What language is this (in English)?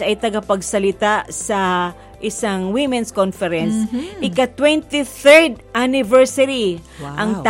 Filipino